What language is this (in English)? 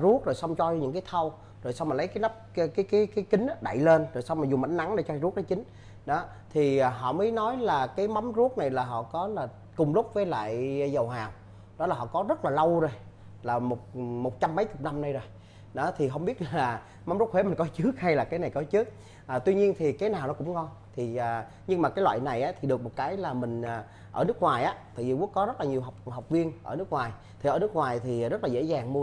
Vietnamese